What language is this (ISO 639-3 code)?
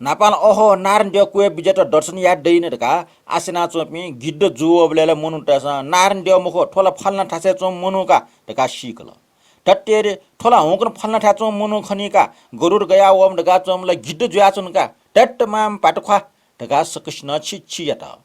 new